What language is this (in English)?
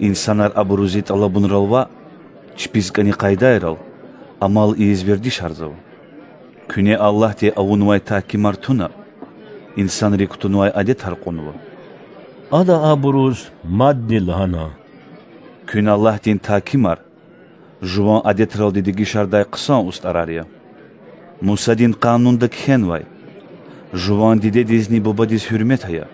Lezghian